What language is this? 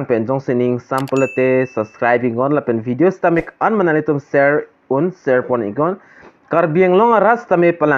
Karbi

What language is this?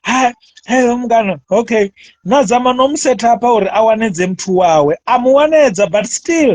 Venda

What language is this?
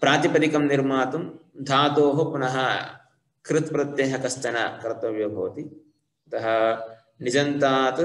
Sanskrit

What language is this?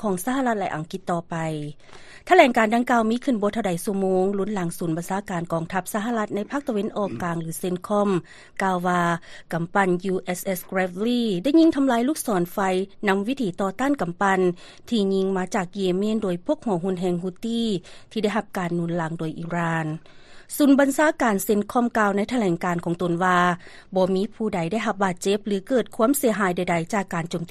Lao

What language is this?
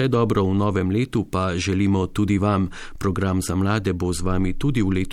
Slovenian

